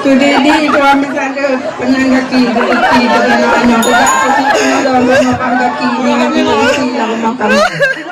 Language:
Achinese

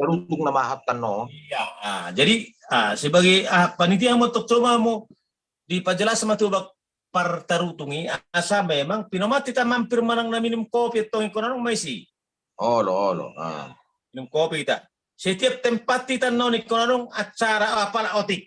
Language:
Batak Toba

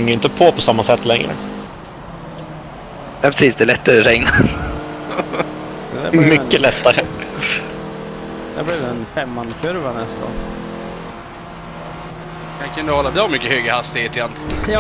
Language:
Swedish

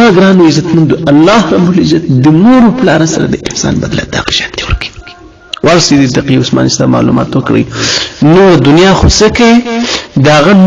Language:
Pashto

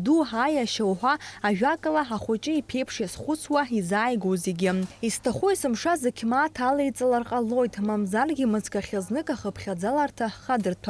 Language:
Abkhazian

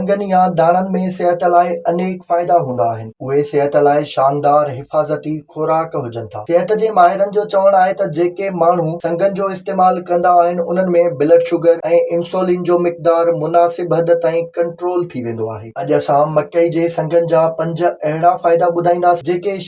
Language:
Sindhi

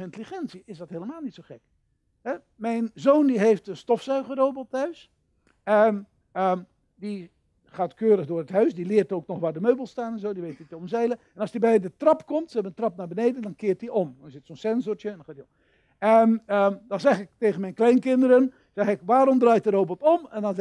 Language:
Dutch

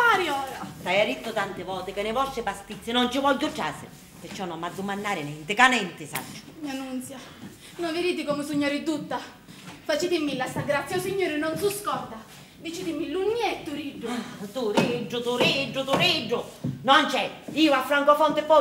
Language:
Sicilian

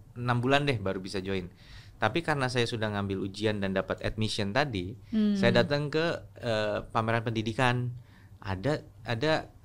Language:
Indonesian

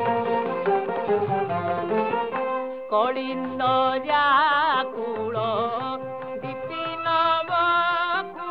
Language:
Odia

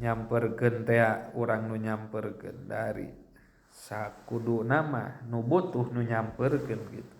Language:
Sundanese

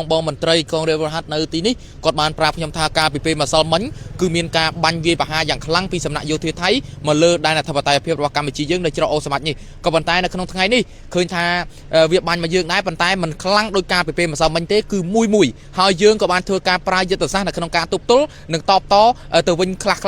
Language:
Khmer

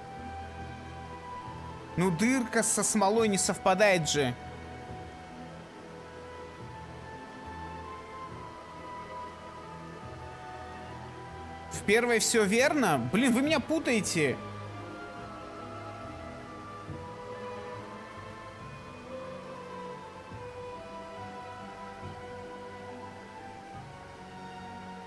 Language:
Russian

